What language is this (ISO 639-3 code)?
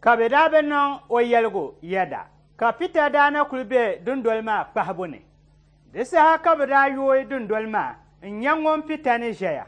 dag